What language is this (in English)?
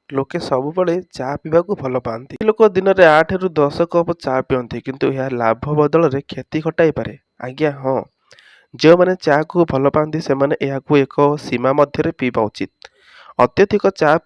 Odia